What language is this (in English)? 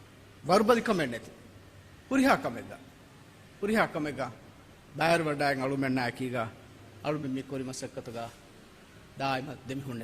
Divehi